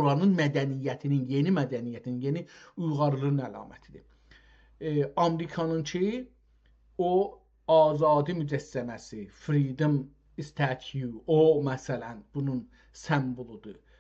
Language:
South Azerbaijani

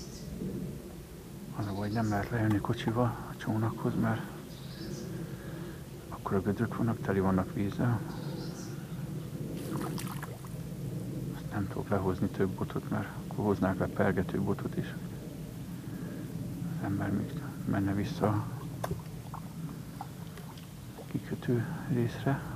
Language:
Hungarian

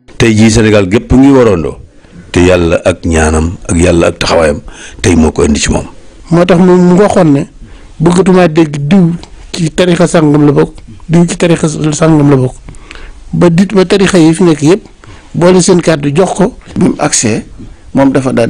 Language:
Wolof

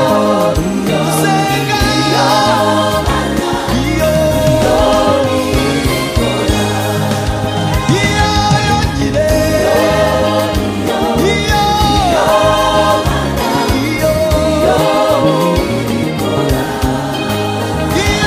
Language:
Kinyarwanda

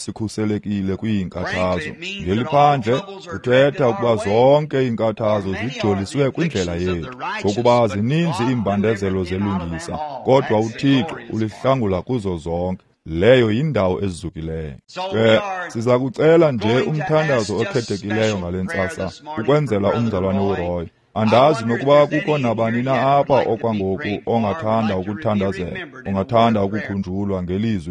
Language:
Xhosa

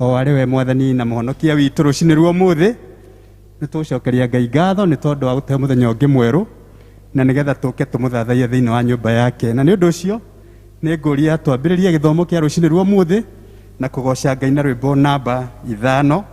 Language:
Kikuyu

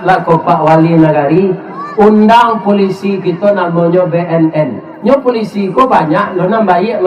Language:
Minangkabau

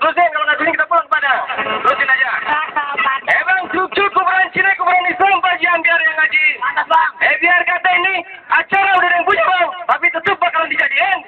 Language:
Betawi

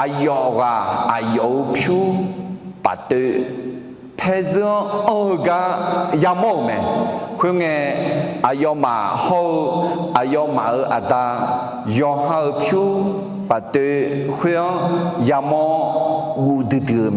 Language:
Akha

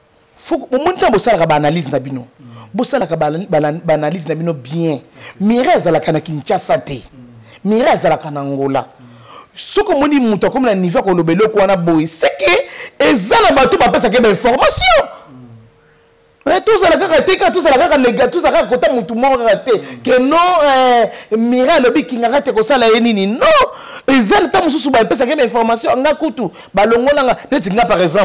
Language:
Lingala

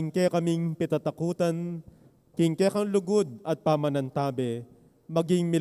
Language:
Pampanga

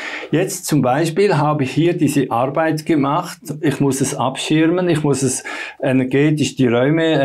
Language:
German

